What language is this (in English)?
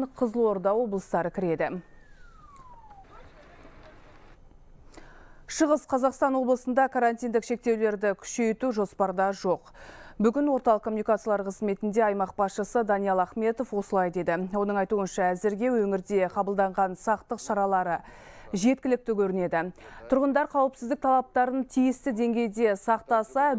Kazakh